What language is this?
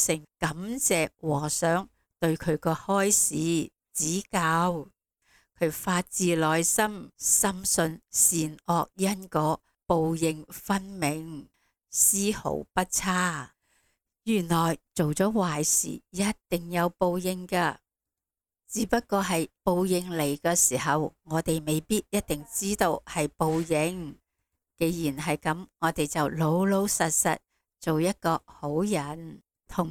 Cantonese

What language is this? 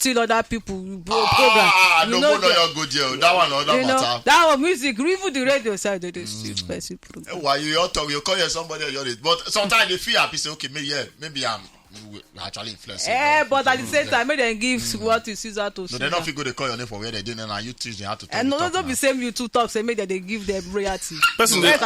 Nigerian Pidgin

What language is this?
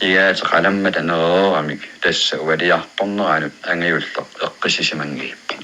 Kalaallisut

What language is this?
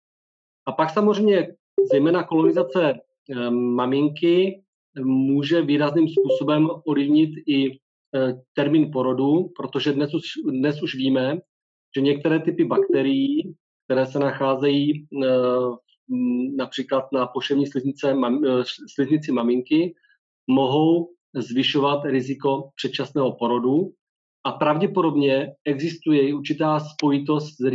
Czech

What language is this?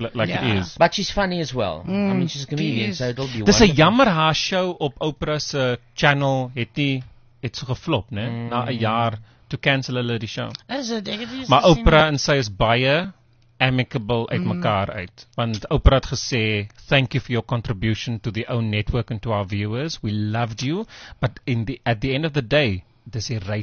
Afrikaans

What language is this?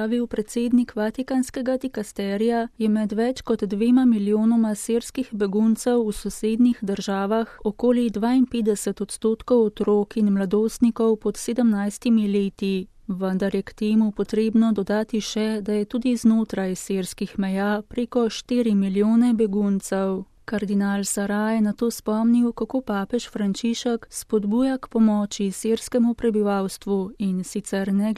Slovenian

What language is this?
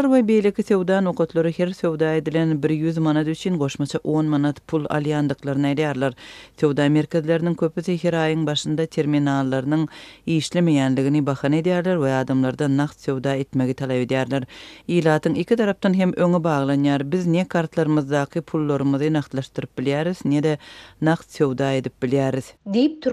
Turkmen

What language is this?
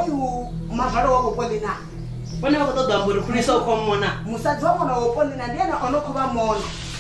Venda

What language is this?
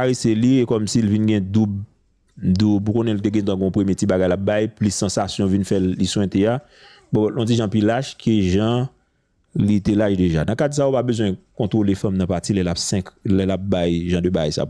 Haitian Creole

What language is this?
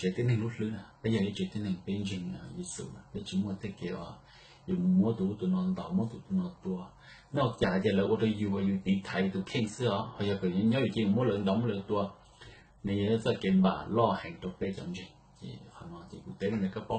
Hmong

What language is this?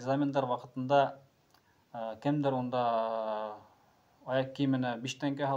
Bashkir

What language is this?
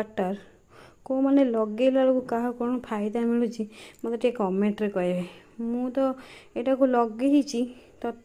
Odia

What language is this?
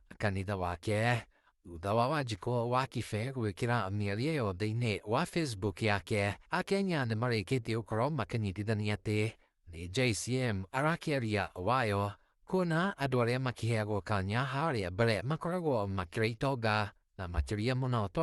Kikuyu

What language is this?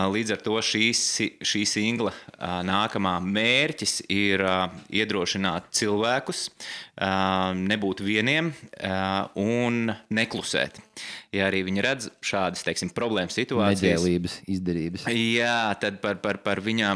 Latvian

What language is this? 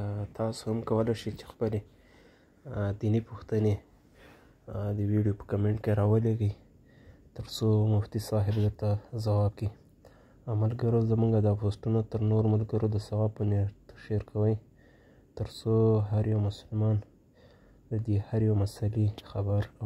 Pashto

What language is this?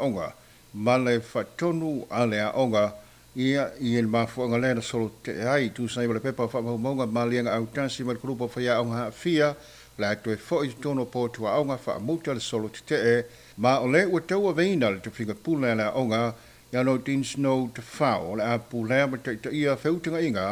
Samoan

